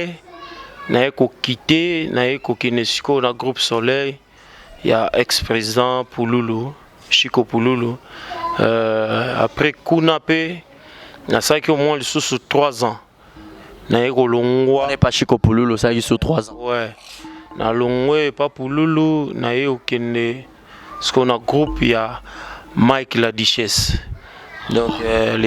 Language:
Lingala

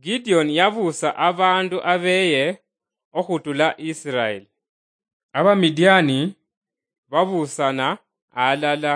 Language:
Luyia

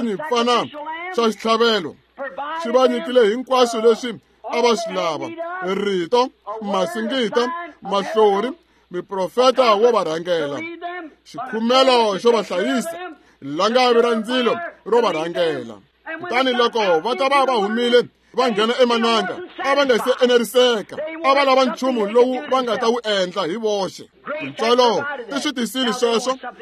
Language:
Tsonga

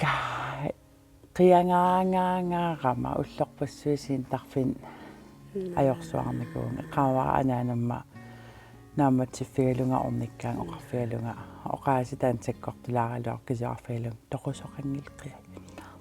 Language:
Kalaallisut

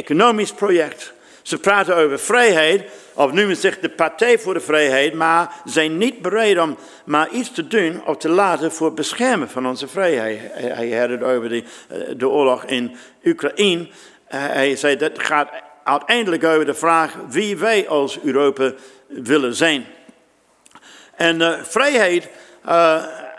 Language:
Dutch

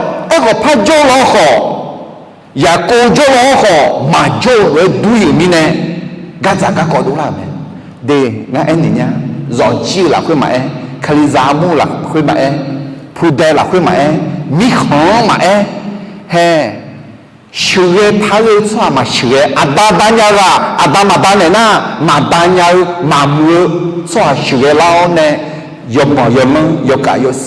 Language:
Akha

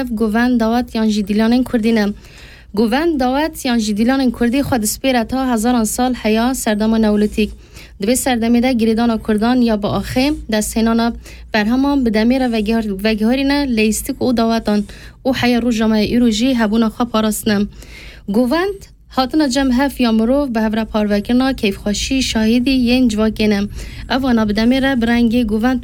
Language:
Kurdish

